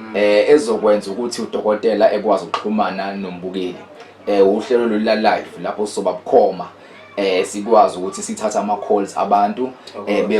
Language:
Zulu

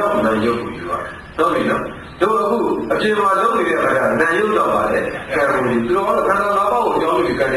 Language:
Burmese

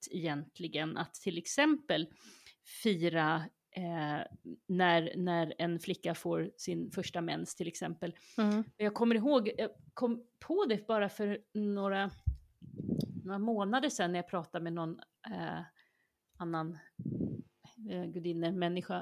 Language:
Swedish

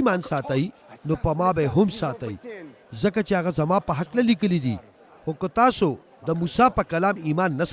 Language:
Pashto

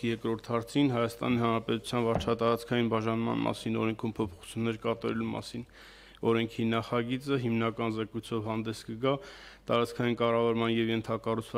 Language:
Armenian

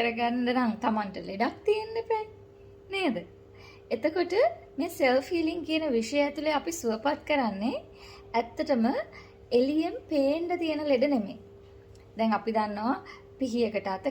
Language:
Sinhala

